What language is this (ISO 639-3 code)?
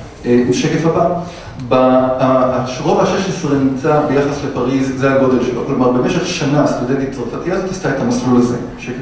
heb